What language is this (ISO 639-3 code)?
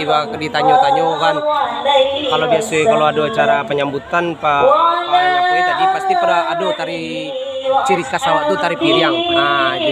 min